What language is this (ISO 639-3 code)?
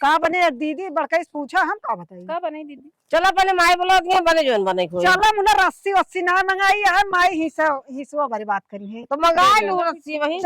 awa